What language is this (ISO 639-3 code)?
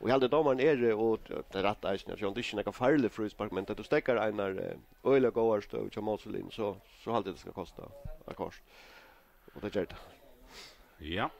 fao